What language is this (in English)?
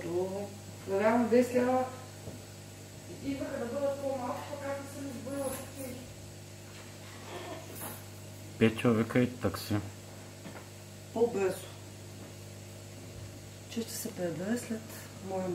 Bulgarian